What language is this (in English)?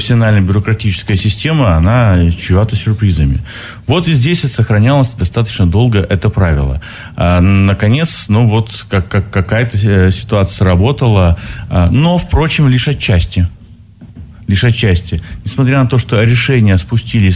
Russian